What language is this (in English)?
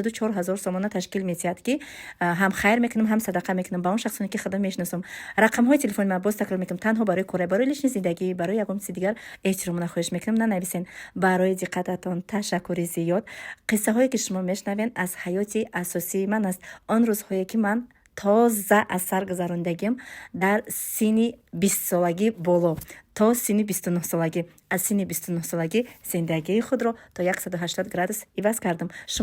Tajik